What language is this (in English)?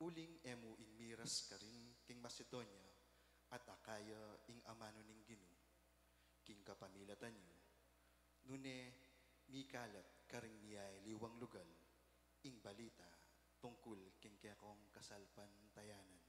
Pampanga